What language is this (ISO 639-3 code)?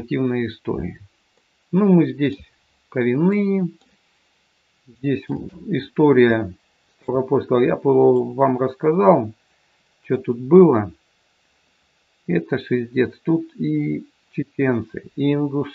rus